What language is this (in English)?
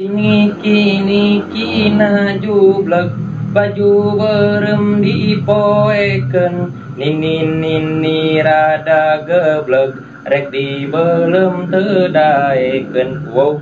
Sundanese